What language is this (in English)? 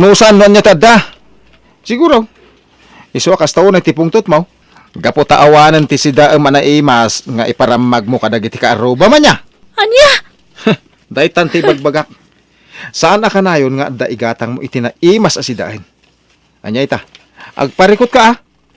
Iloko